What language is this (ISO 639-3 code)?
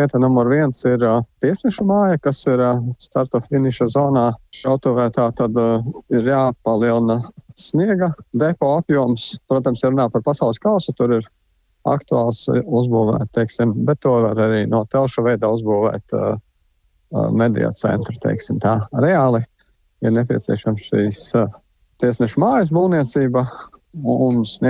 lav